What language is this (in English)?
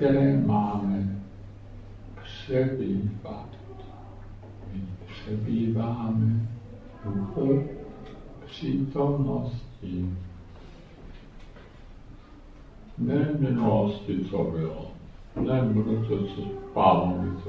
Czech